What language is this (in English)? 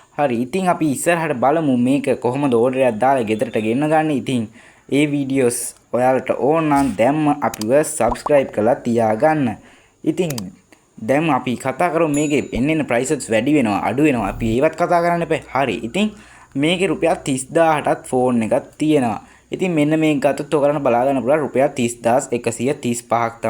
Sinhala